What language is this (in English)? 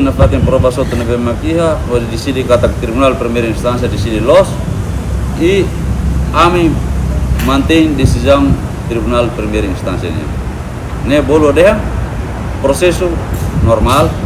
Tetum